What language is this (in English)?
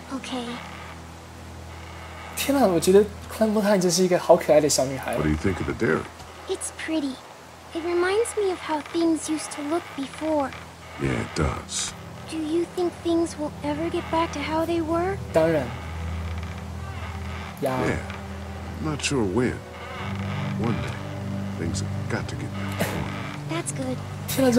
Chinese